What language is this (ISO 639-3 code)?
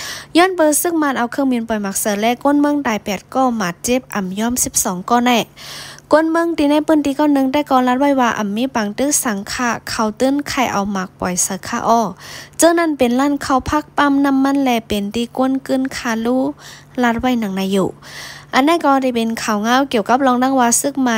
shn